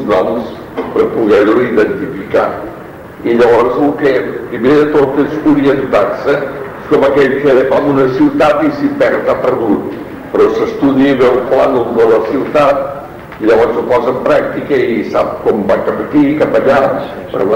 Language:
Catalan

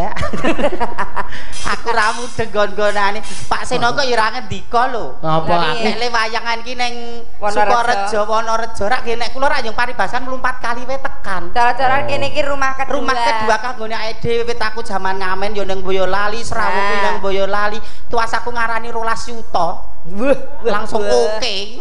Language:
Javanese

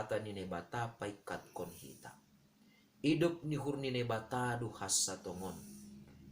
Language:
Batak Simalungun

